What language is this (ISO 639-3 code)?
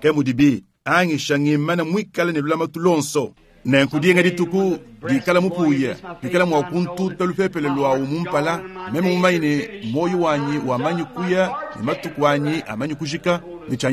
lua